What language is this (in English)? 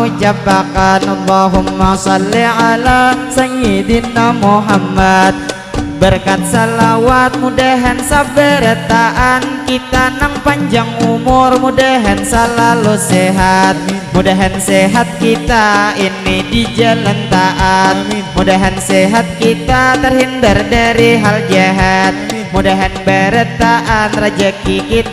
Banjar